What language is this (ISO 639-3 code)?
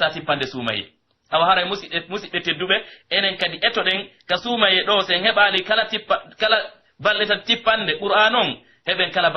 fuf